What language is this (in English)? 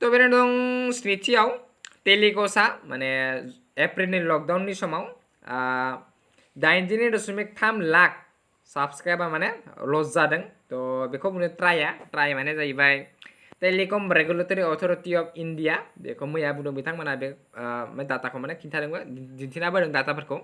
Bodo